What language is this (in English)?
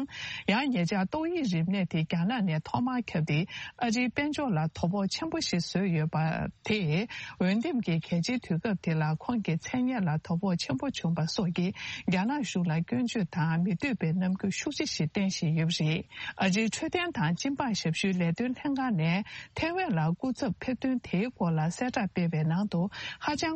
Tibetan